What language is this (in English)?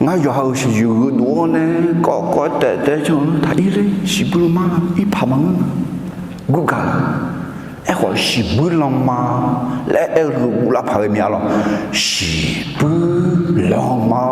Akha